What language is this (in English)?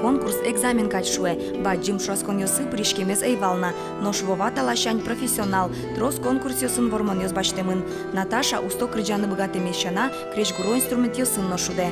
Udmurt